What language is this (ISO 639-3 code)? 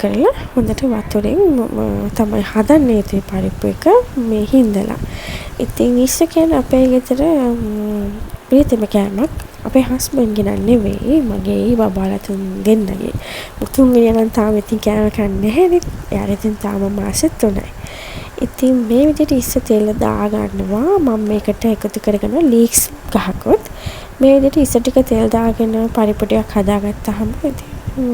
sin